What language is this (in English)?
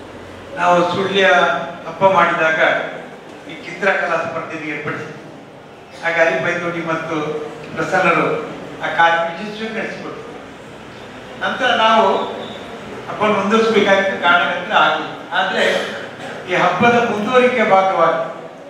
Kannada